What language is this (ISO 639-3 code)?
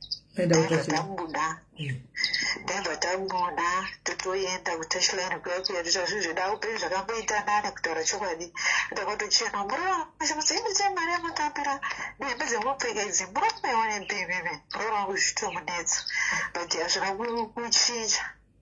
sna